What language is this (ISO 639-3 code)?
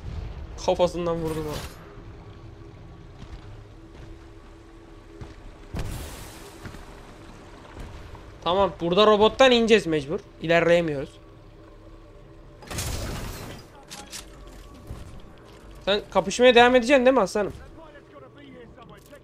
tur